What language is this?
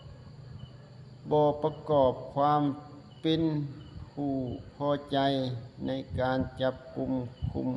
Lao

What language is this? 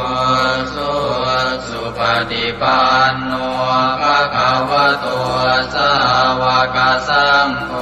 Pali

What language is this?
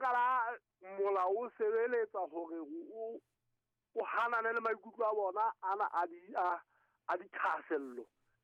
Southern Sotho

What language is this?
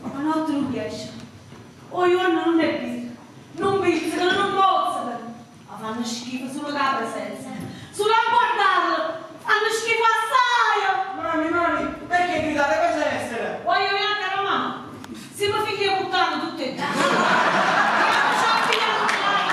Neapolitan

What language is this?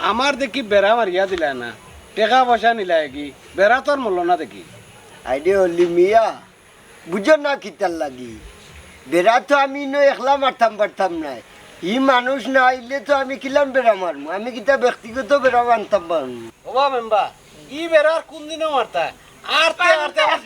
Sylheti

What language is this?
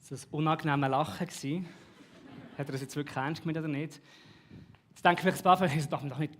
Swiss German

